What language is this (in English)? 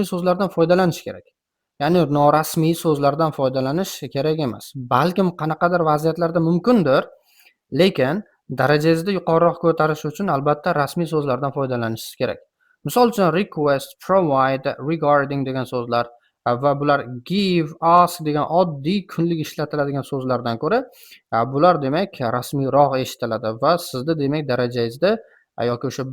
Uzbek